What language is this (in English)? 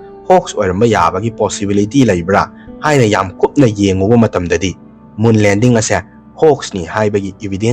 Manipuri